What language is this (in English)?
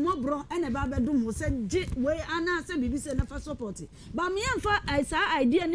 Akan